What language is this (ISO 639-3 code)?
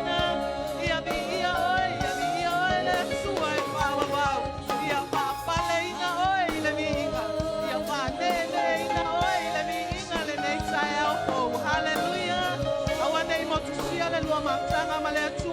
smo